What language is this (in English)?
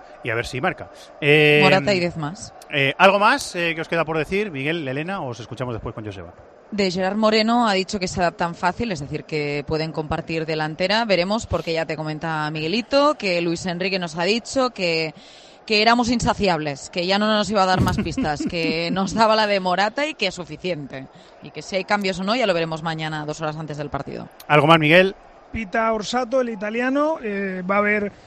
Spanish